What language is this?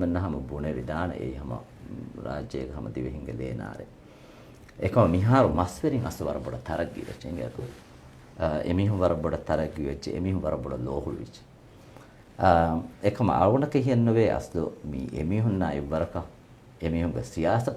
Divehi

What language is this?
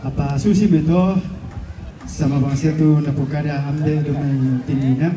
Toraja-Sa'dan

